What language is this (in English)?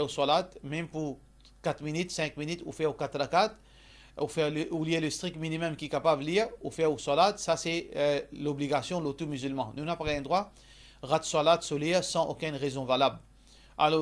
Morisyen